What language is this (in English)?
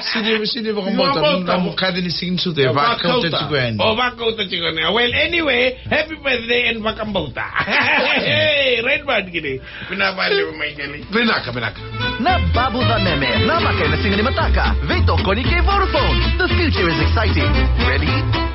Fijian